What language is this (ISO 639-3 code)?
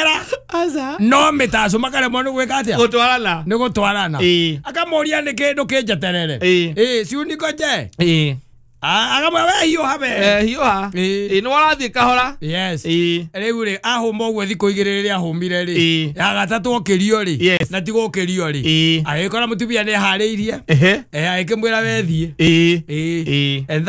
kik